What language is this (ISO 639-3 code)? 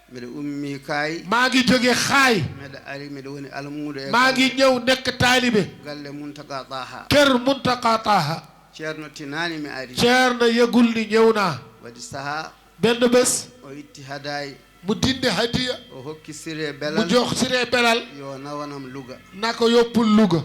ful